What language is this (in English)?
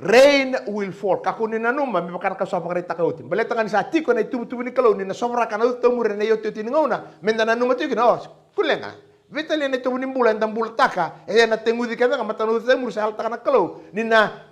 Fijian